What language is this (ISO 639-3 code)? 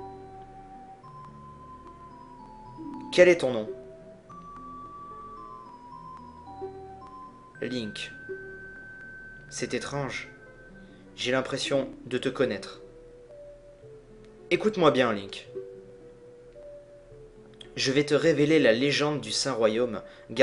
fra